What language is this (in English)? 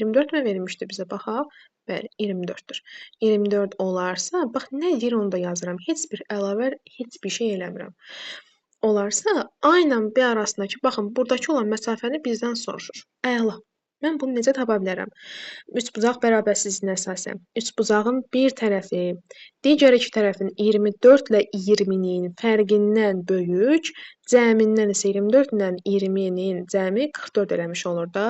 Azerbaijani